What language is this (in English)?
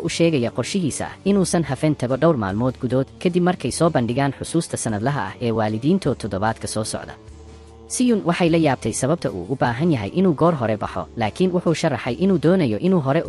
Somali